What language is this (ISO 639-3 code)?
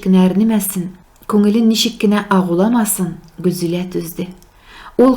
tat